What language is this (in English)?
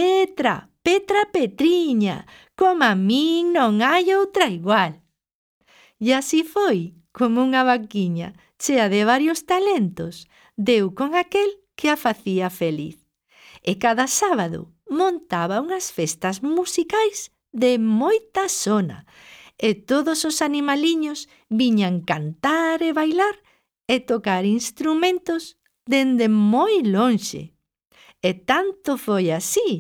Galician